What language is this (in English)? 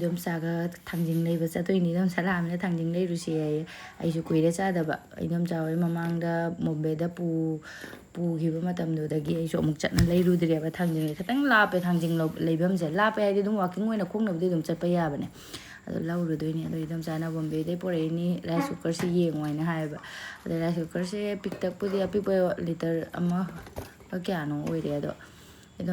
Manipuri